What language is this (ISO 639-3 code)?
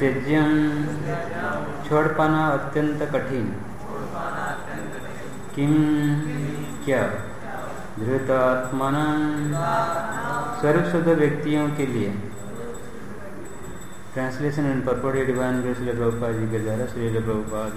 hin